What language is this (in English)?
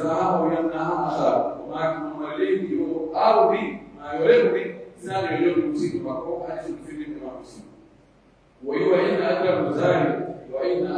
Pular